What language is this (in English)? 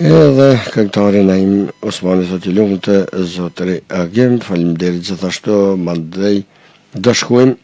Albanian